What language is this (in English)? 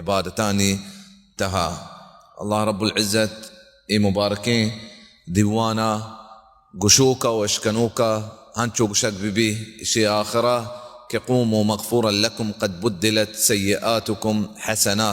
Baluchi